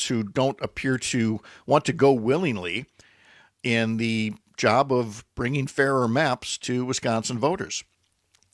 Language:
English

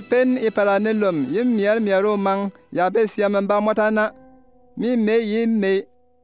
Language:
Bimoba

